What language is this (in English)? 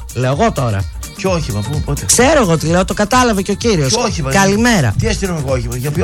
Greek